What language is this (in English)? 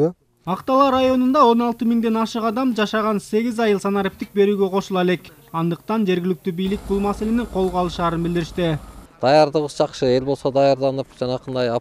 Kyrgyz